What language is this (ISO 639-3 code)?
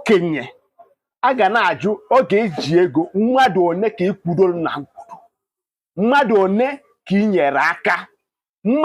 ibo